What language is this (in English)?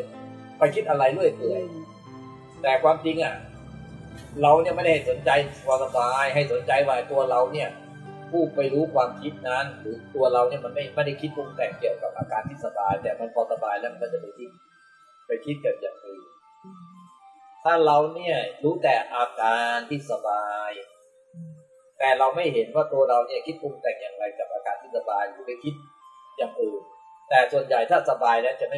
Thai